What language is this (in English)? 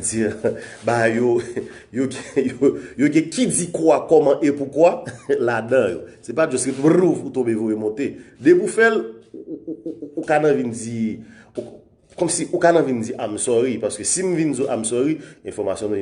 Haitian Creole